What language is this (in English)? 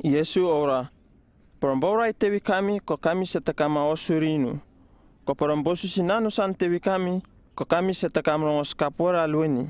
Uripiv-Wala-Rano-Atchin